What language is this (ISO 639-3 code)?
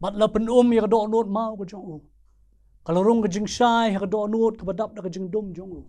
kha